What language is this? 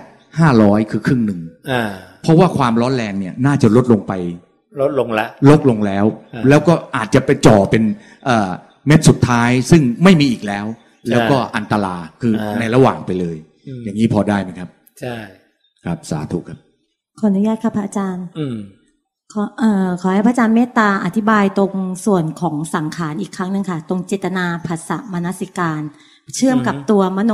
Thai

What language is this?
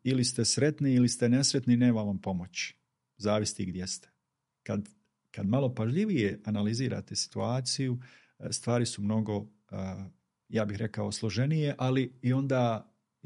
Bosnian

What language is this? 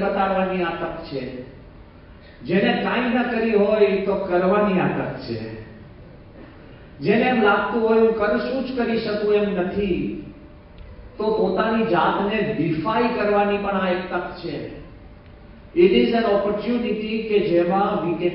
Gujarati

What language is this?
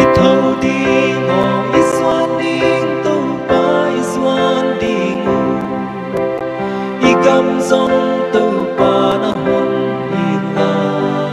Paite Chin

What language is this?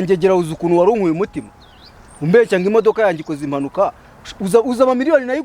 Kinyarwanda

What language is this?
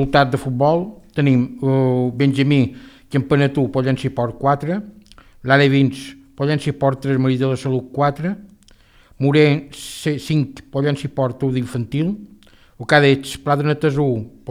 Catalan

